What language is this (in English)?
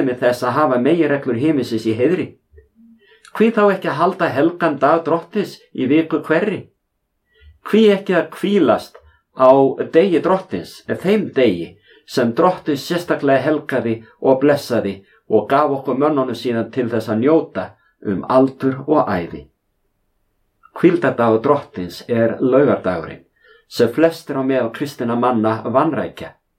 Icelandic